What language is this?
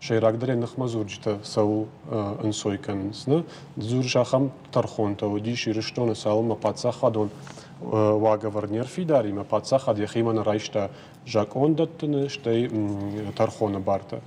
Ossetic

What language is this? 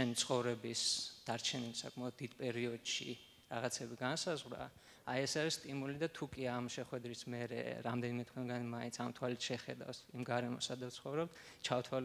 Georgian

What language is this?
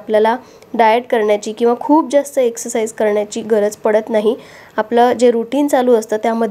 Marathi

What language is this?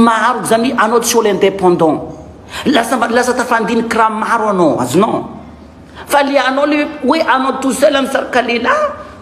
Malagasy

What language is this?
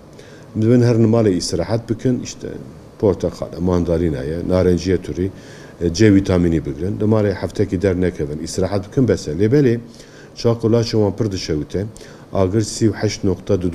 Kurdish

